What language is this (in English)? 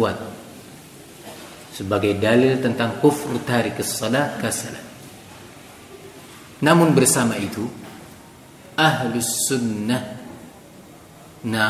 Indonesian